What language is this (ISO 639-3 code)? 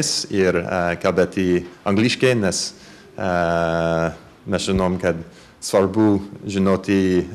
lit